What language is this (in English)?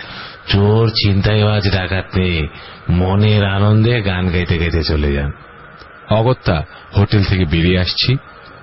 Bangla